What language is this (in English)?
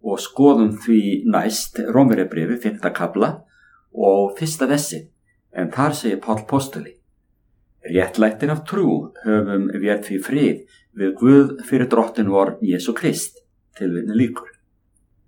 Icelandic